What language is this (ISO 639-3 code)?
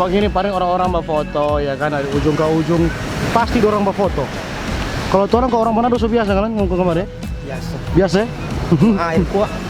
xmm